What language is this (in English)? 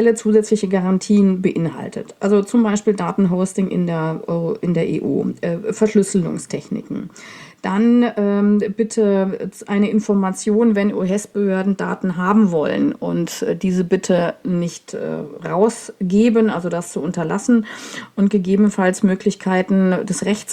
German